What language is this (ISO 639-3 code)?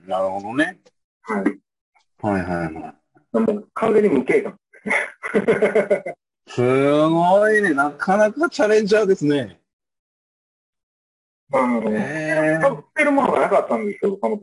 jpn